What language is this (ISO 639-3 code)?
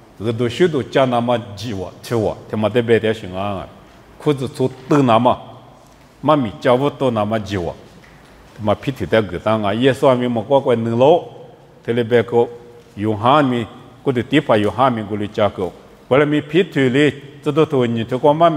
lis